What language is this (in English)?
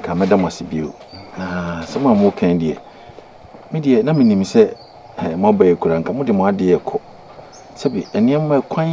Akan